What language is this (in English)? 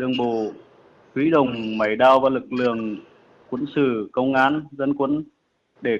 Vietnamese